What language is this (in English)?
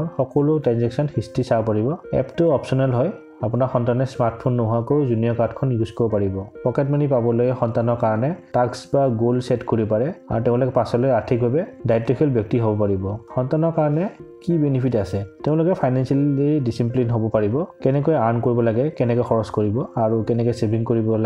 Assamese